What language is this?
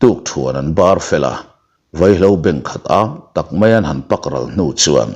Mizo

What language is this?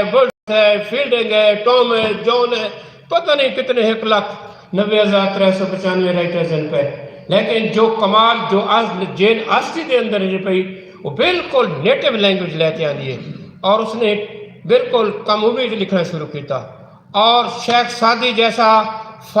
Saraiki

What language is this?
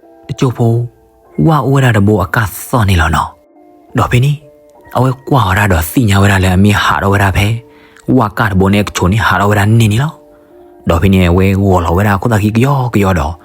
S'gaw Karen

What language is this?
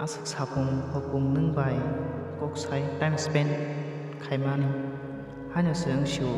Kok Borok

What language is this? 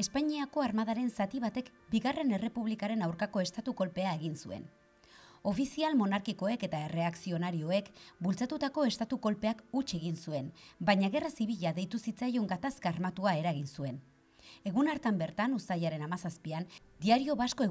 Basque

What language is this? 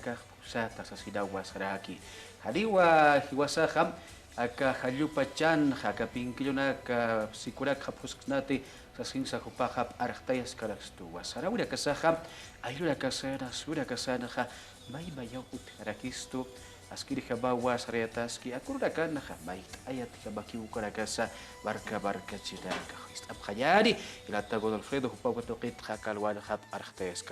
Aymara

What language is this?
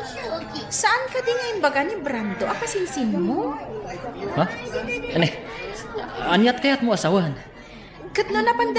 Iloko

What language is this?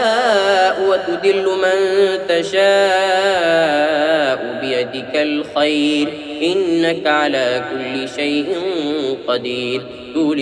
Arabic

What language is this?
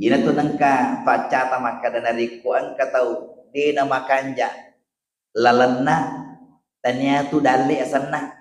Buginese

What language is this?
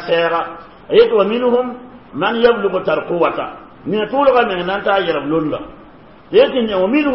Mossi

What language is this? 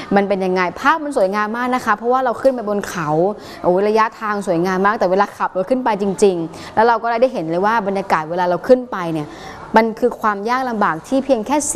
Thai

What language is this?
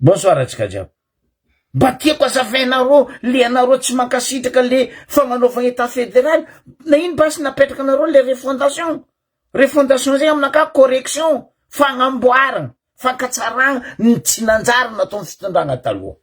Malagasy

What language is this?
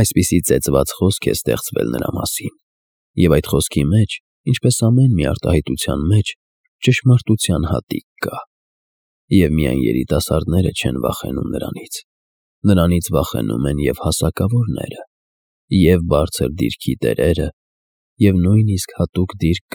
Armenian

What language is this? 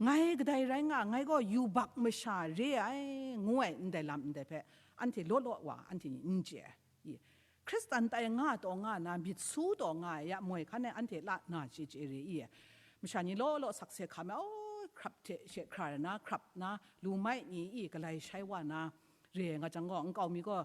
Kachin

